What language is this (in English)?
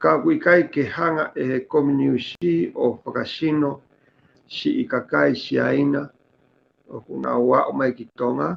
Tongan